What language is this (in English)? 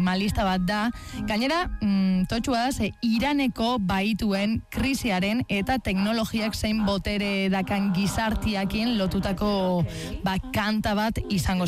Basque